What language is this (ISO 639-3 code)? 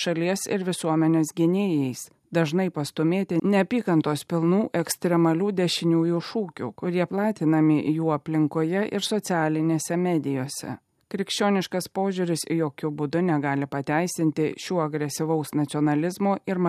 lit